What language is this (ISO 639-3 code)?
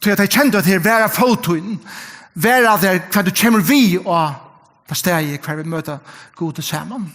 fao